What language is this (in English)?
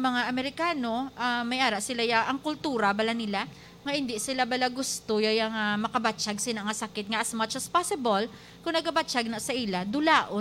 Hiligaynon